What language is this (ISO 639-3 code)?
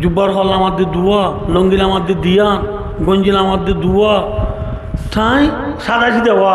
rhg